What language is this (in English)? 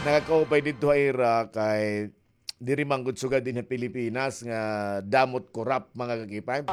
Waray